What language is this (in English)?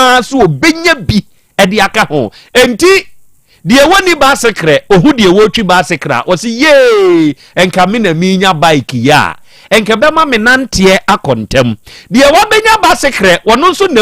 Akan